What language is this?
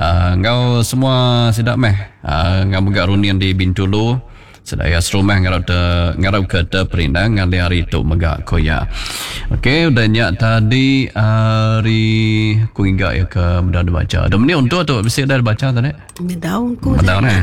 Iban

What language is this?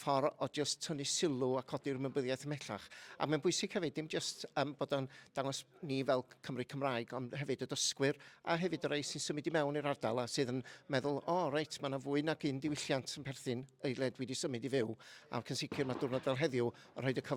Welsh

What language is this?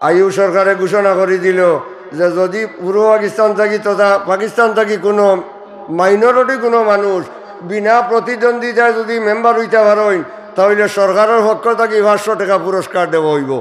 Sylheti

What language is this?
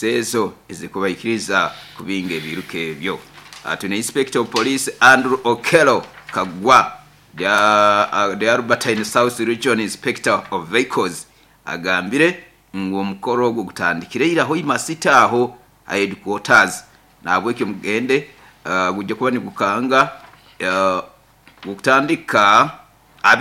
Nyoro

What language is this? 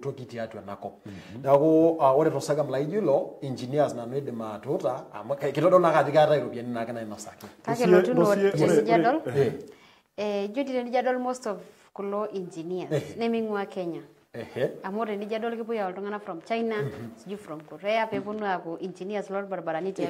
Masai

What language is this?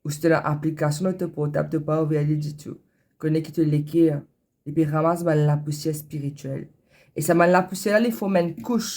Morisyen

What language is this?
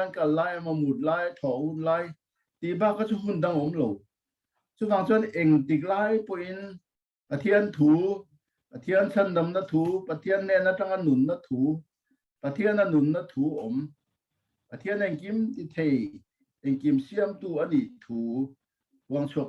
Mizo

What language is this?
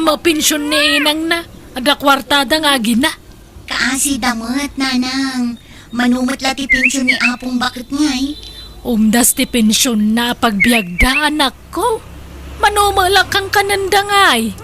Iloko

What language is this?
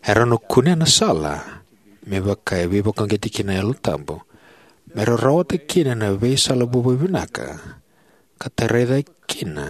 Fijian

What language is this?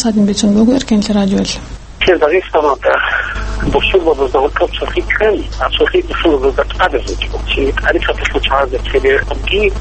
Avaric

